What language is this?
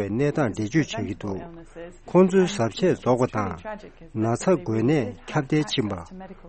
Tibetan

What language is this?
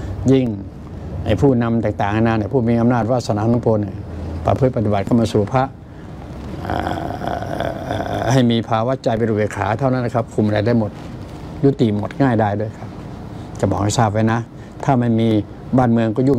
Thai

